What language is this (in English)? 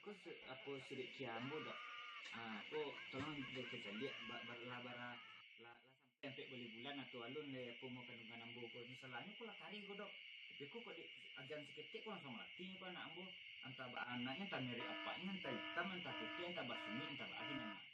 Minangkabau